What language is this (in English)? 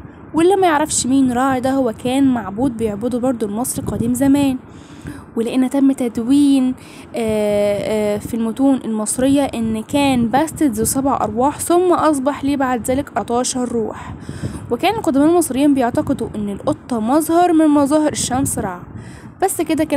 Egyptian Arabic